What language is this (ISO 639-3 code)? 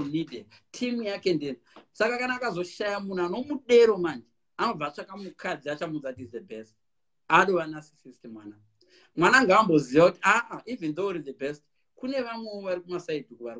sna